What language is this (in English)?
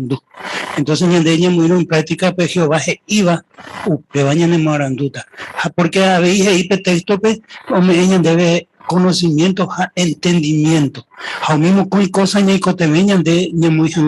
Guarani